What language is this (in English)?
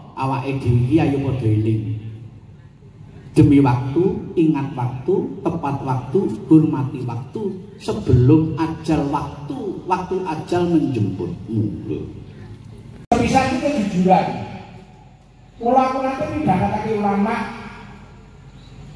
Javanese